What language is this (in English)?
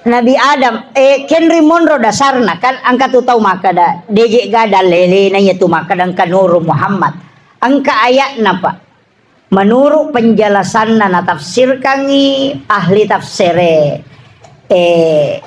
Buginese